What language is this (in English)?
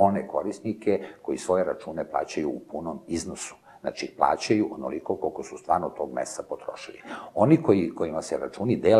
Serbian